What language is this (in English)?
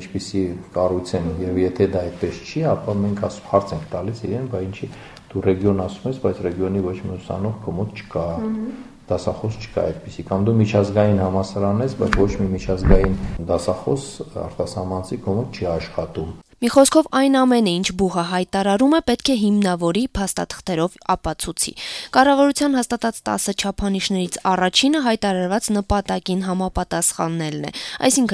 Armenian